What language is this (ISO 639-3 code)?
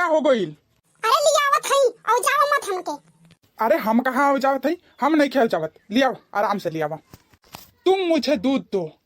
bho